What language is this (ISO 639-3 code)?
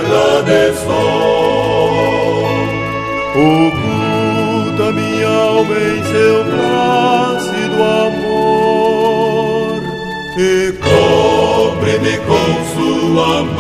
por